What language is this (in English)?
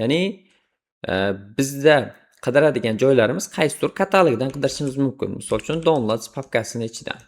Uzbek